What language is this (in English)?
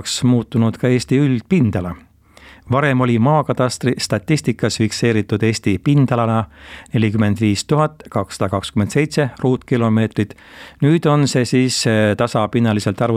Estonian